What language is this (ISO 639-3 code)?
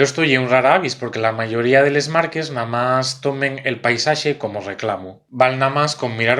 ast